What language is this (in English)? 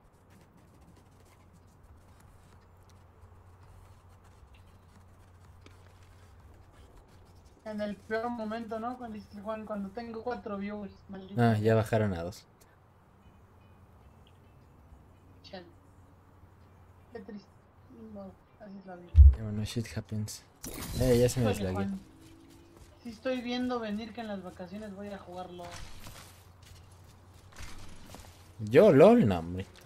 Spanish